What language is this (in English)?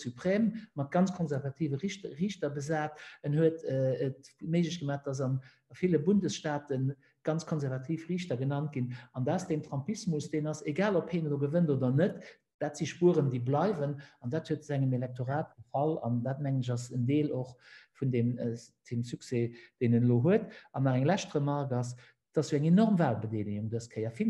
Luxembourgish